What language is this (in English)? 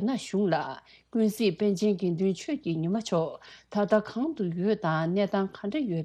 Tibetan